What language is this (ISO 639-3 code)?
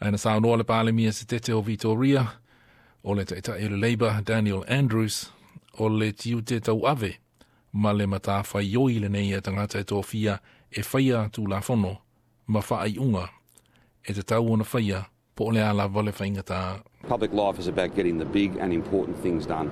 smo